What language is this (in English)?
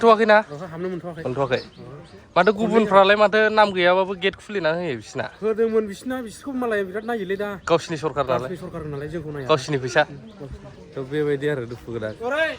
Bodo